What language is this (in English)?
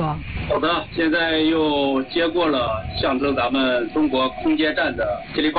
Chinese